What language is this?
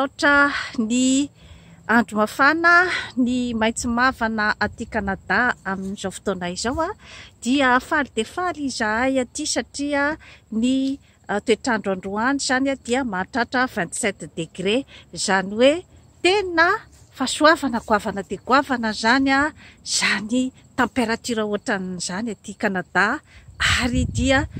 Malagasy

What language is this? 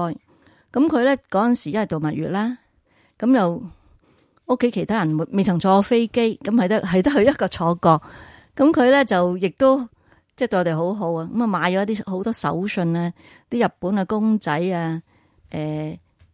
Cantonese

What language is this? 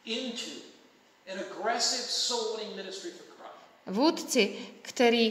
Czech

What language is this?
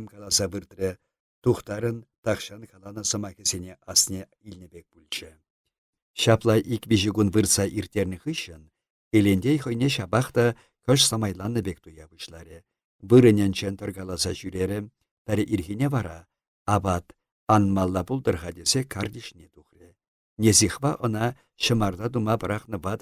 Chuvash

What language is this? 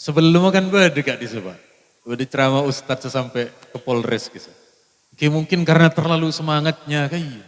Madurese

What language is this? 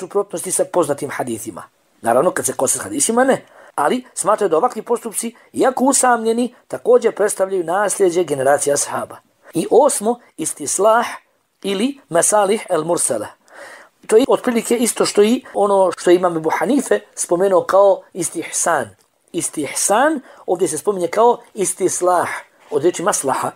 Bosnian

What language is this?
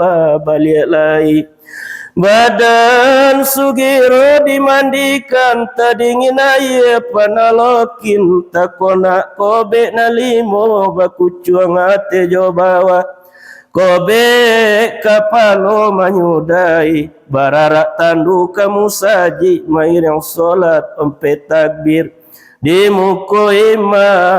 Minangkabau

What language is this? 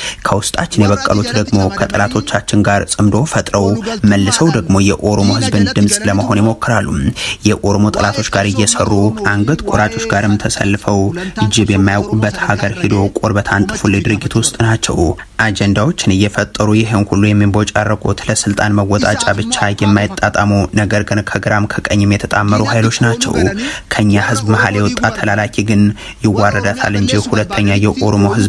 Amharic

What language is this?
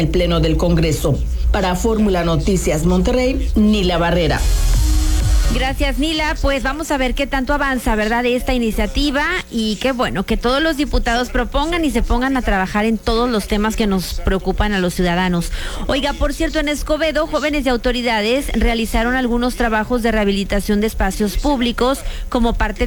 Spanish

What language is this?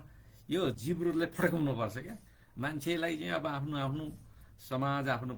Nepali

